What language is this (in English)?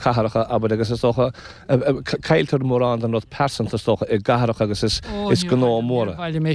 Irish